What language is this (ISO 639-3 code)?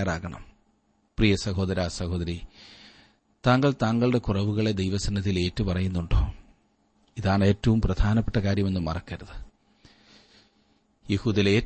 mal